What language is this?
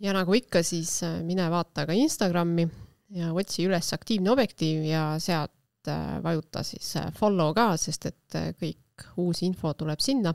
Estonian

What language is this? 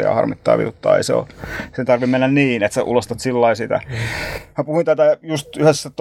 Finnish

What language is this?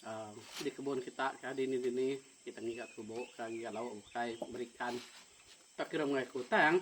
Iban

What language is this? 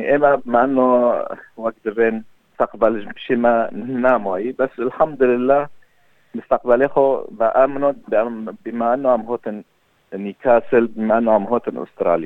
Kurdish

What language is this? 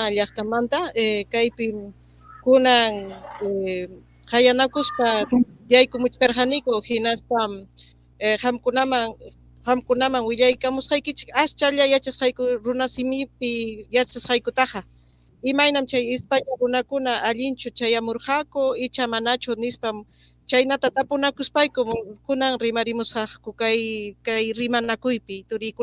Ayacucho Quechua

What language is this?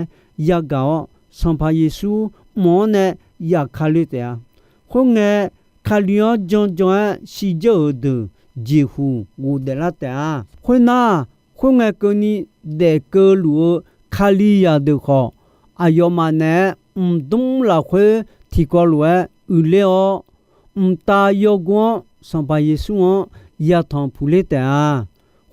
Akha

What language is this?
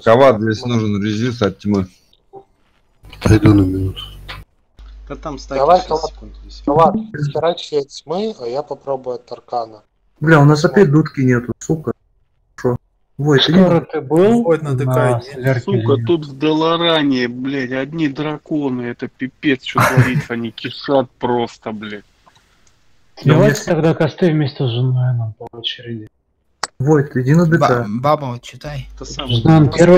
Russian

